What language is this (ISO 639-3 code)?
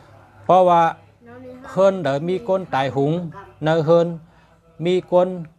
shn